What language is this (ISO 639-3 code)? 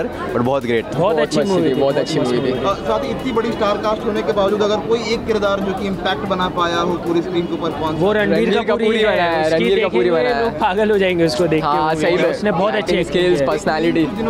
hin